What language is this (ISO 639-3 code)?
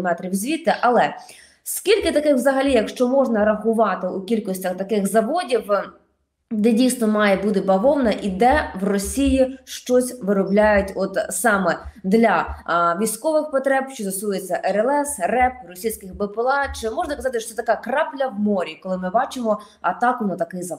ukr